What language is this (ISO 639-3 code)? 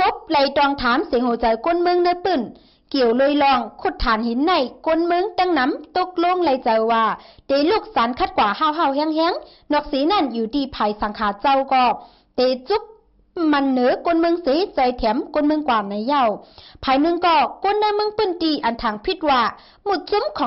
shn